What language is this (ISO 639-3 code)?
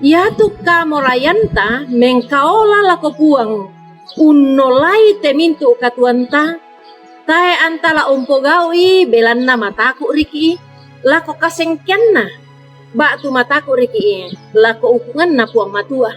sda